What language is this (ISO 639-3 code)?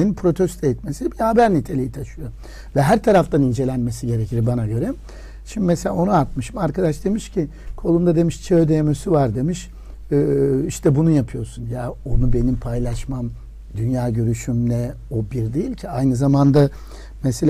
tur